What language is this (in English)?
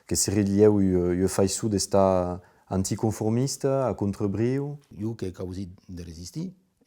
Occitan